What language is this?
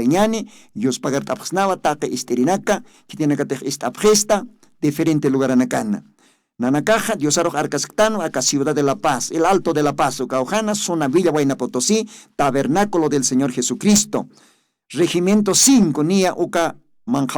Aymara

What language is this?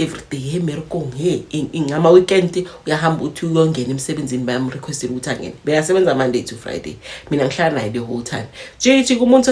Zulu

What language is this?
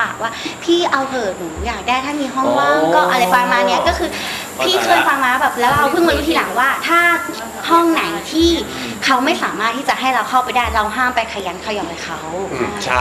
Thai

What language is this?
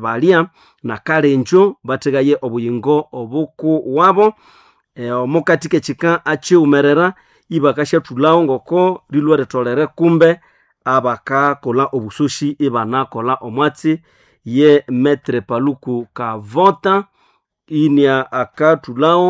Nande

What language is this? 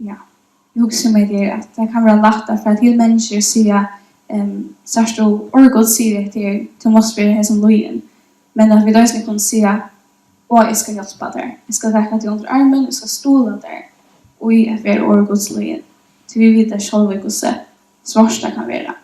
Faroese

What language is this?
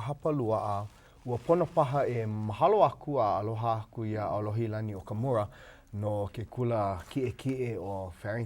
Hawaiian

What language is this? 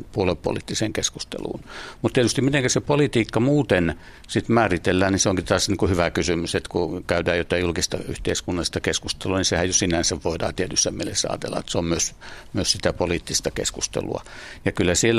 Finnish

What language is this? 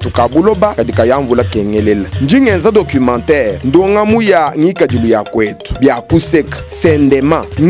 Luba-Lulua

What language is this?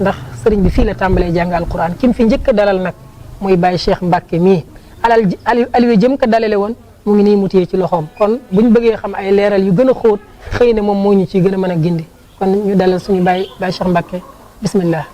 Wolof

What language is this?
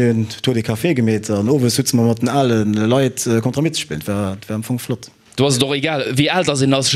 Luxembourgish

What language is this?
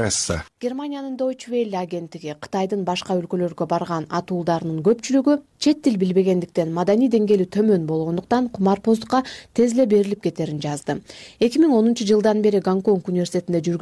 Kyrgyz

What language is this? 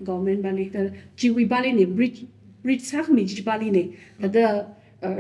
Tangkhul Naga (India)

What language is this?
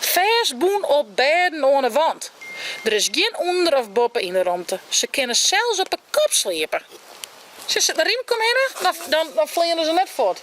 Western Frisian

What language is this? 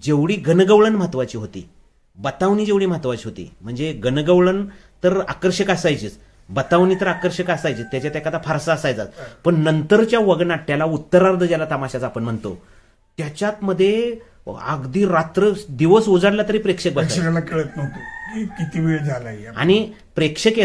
Marathi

